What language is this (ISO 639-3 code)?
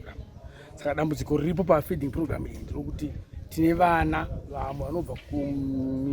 sna